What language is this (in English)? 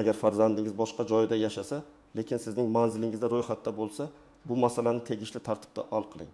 Uzbek